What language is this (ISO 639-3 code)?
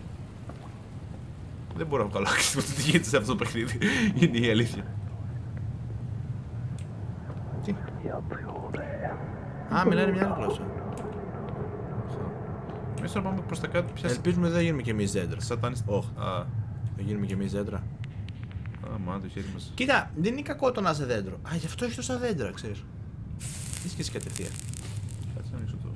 ell